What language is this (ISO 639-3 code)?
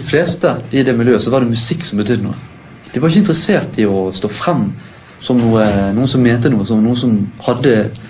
nor